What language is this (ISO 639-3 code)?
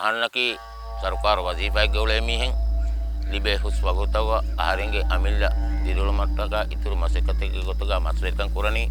div